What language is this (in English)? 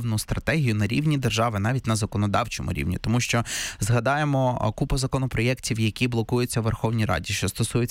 Ukrainian